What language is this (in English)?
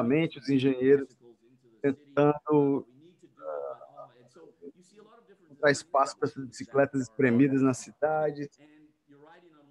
Portuguese